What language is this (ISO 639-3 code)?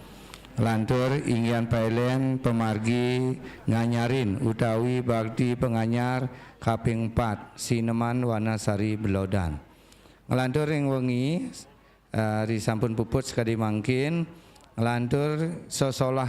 ban